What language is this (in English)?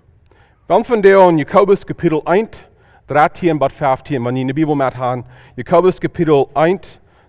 Plautdietsch